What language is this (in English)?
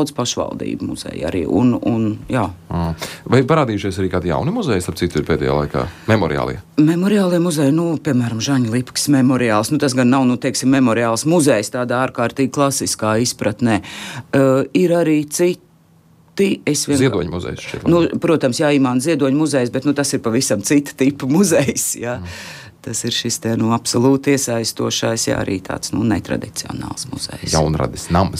Latvian